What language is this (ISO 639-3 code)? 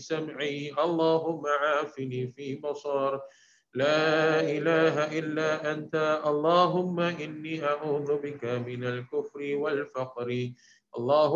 ara